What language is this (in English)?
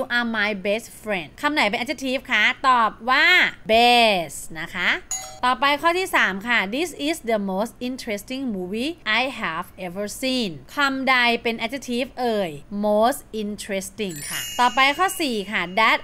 Thai